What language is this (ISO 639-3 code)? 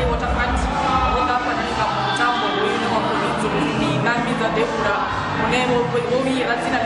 ven